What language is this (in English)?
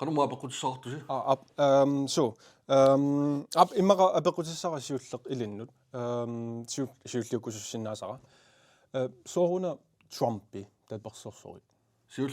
Kalaallisut